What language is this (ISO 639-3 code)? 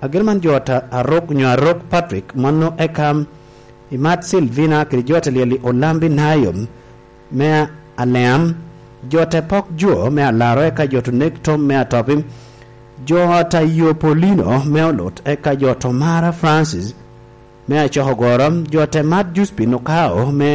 laj